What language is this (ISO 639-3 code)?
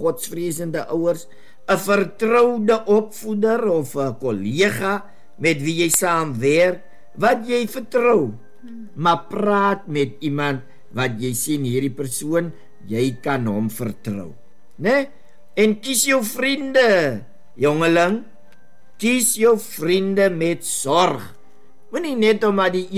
afr